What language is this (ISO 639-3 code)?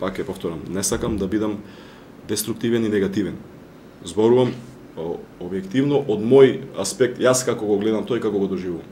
mkd